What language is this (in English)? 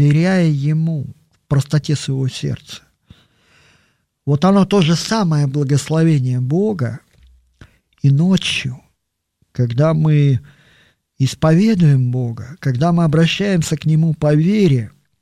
Russian